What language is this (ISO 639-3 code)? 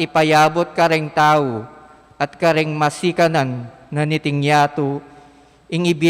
pam